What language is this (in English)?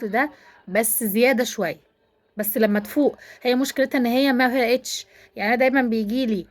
Egyptian Arabic